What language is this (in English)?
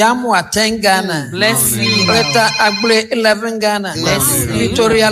Akan